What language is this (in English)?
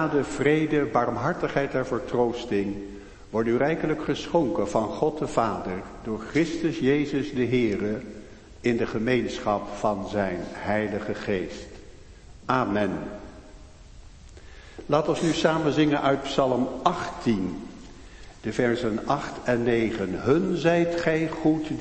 Dutch